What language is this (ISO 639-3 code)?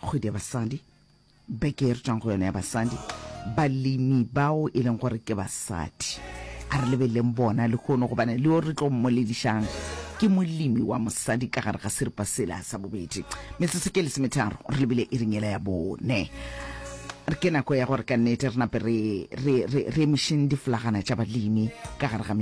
nso